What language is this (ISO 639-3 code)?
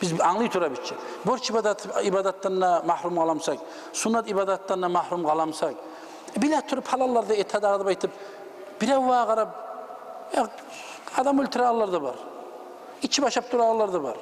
kum